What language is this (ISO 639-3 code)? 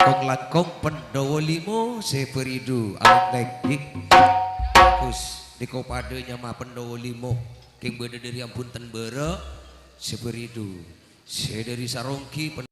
mad